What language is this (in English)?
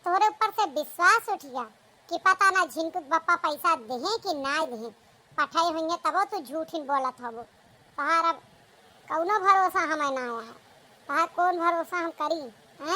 Awadhi